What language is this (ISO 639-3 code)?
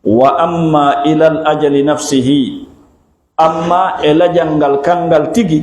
ful